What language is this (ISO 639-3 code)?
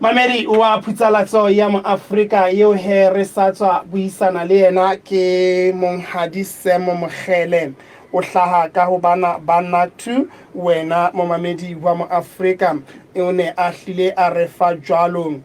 sot